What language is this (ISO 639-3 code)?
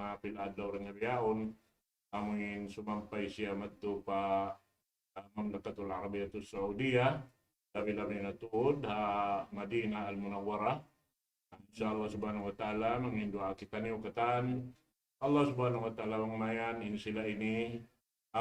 tsg